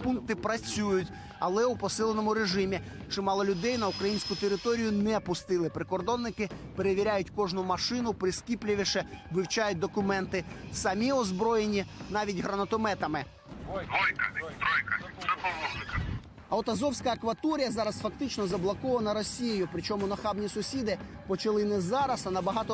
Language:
Ukrainian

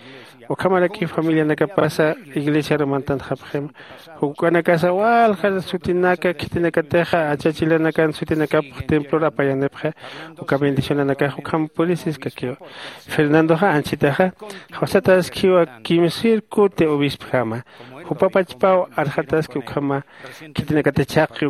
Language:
Aymara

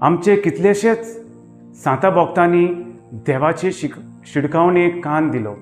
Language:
Konkani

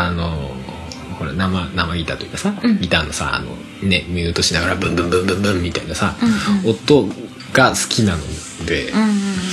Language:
Japanese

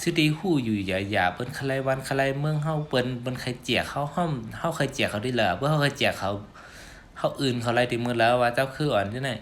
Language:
Shan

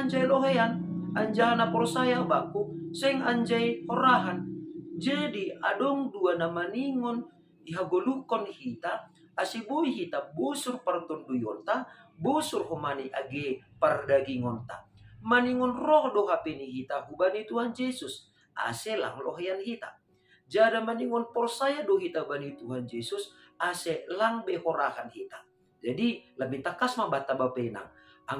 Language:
Batak Simalungun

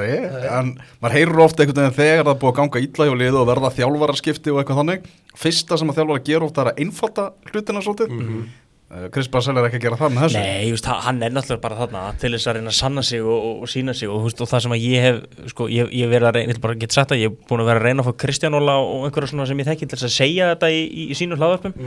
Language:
Icelandic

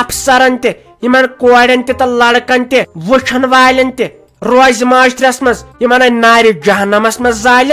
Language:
Kashmiri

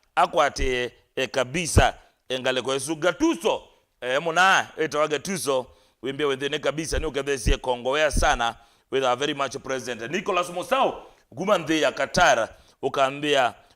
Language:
Kamba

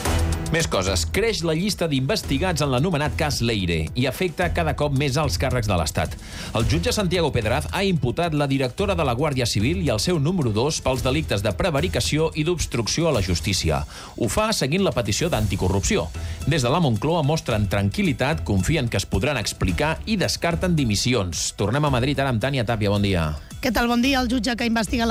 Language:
Catalan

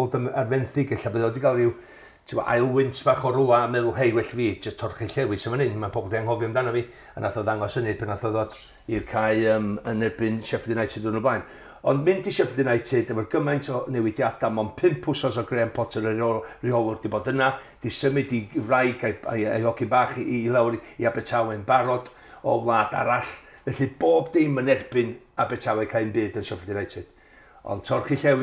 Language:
Welsh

